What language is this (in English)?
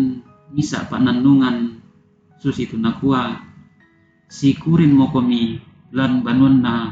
Toraja-Sa'dan